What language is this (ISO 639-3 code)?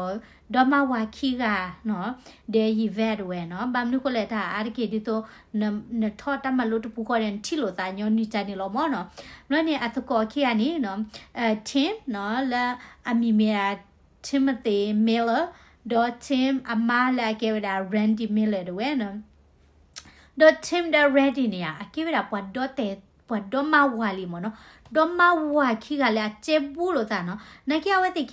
ksw